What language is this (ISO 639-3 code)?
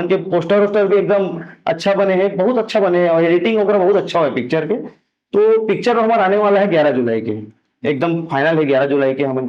hne